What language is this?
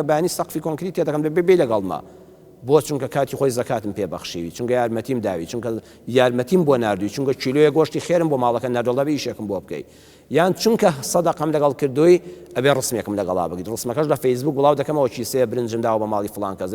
Central Kurdish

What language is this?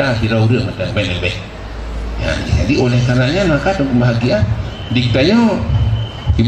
Achinese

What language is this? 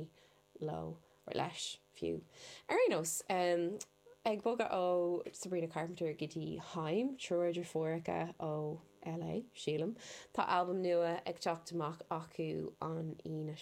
Irish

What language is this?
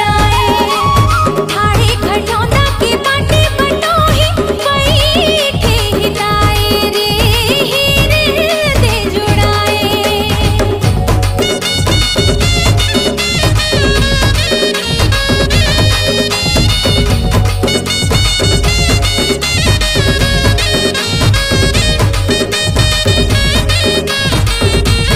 Chhattisgarhi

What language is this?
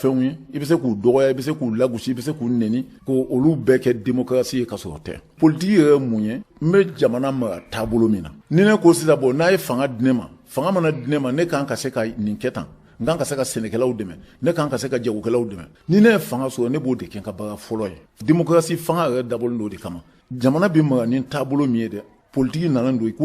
Bambara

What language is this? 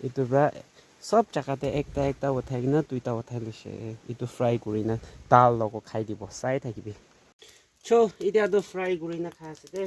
Naga Pidgin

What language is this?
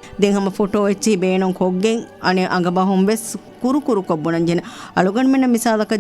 Divehi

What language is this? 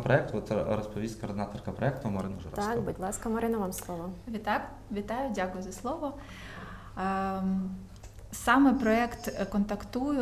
Ukrainian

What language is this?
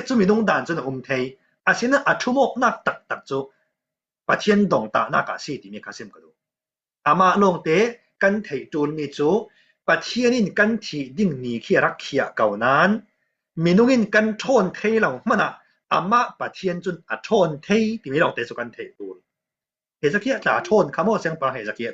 Falam Chin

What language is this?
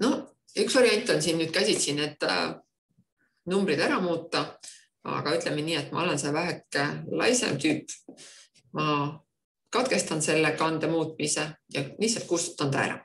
Estonian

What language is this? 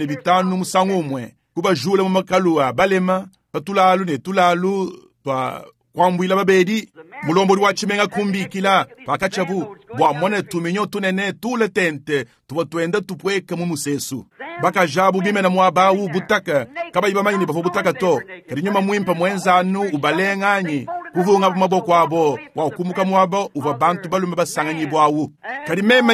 Luba-Lulua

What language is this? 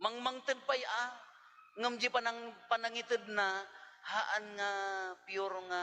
Iloko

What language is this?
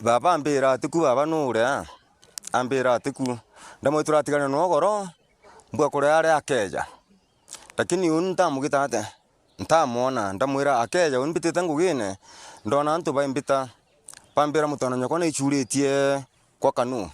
Meru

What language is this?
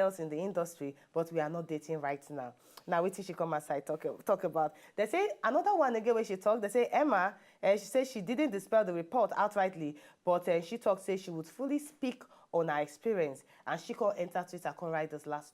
Nigerian Pidgin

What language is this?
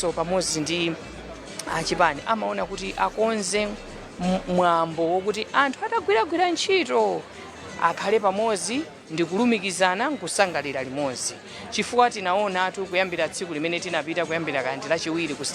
Nyanja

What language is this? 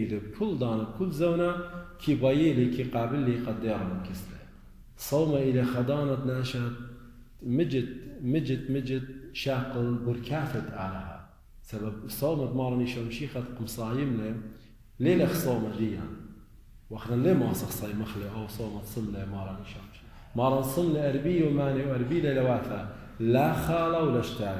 Assyrian Neo-Aramaic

